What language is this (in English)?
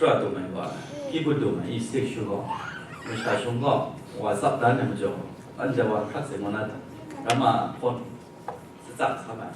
Kachin